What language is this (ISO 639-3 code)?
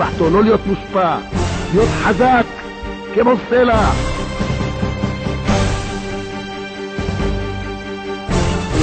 heb